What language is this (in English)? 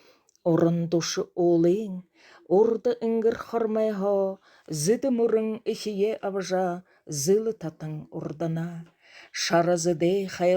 Buriat